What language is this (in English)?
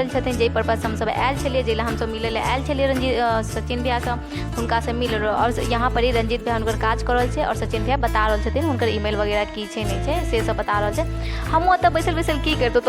Maithili